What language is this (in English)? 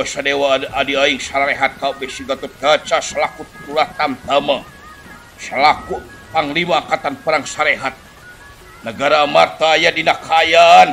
Sundanese